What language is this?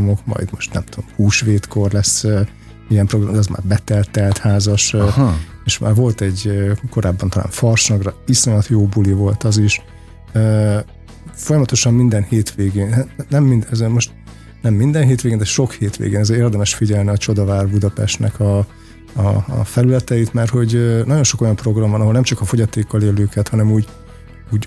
Hungarian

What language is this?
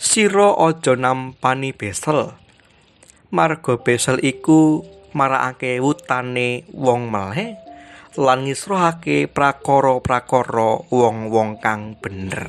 Javanese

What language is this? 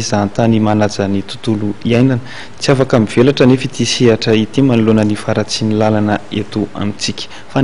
Malagasy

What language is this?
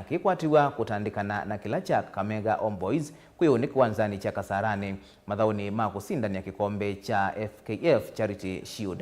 Kamba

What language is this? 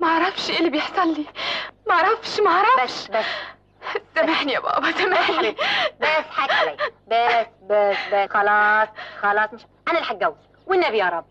Egyptian Arabic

